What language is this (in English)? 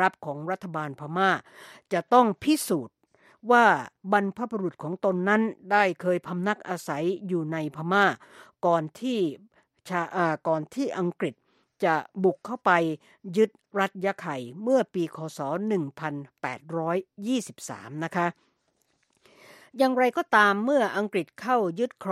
Thai